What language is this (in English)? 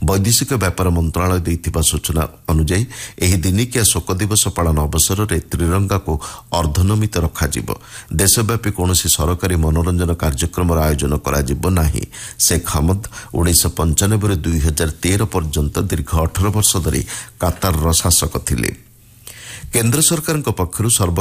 Odia